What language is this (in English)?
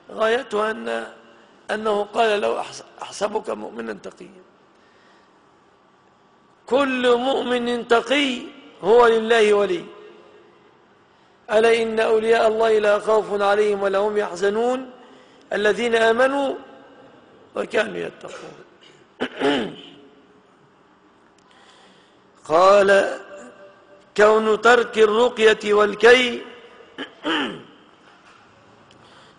Arabic